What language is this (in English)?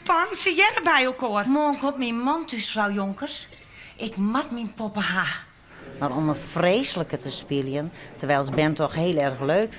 Western Frisian